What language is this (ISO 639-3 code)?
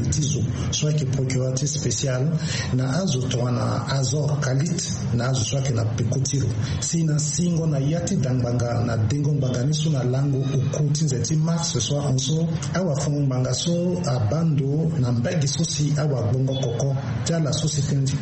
sag